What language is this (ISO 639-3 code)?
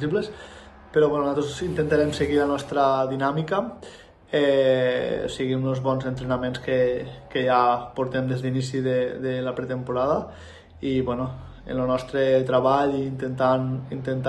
cat